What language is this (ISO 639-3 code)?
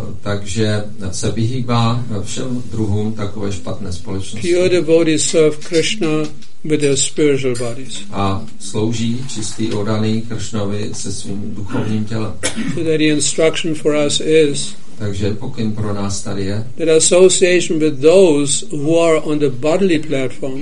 ces